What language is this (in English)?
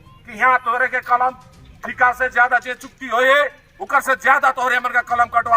Sadri